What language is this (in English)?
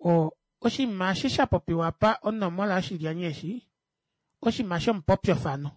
Kuanyama